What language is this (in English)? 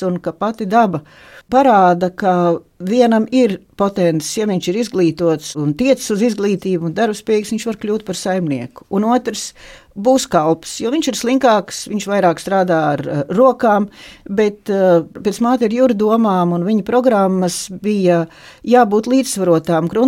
Latvian